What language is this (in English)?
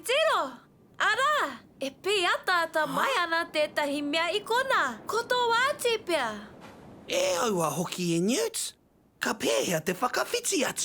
Māori